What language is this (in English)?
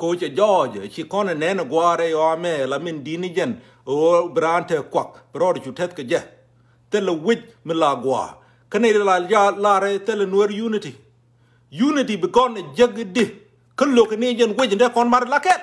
Nuer